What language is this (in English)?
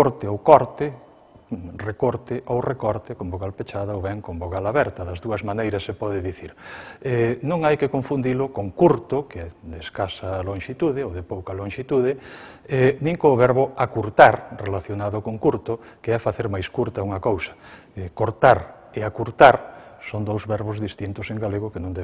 Galician